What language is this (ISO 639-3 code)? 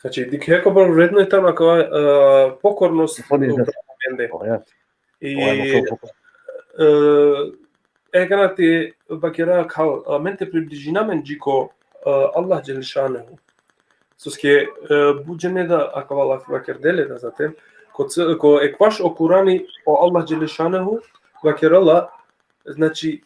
rmn